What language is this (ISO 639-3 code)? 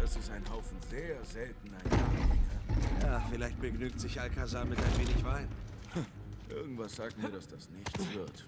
gsw